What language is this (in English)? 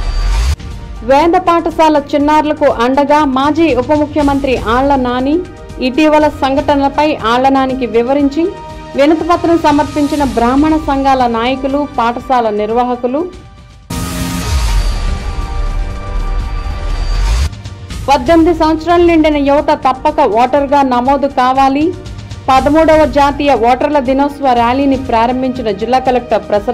Telugu